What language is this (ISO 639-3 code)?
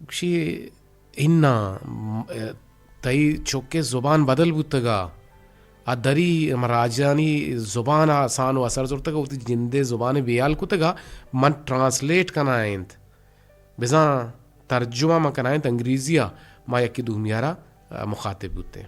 bgp